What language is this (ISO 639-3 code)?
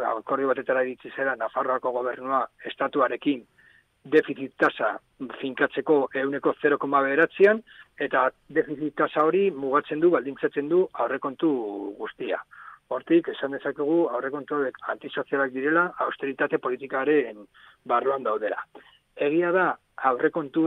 eus